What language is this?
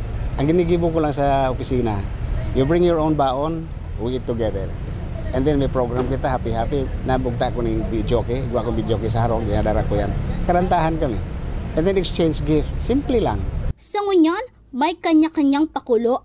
Bikol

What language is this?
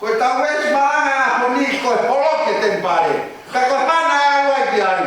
Tongan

